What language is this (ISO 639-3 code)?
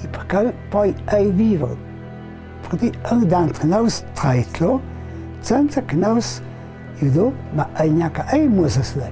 lld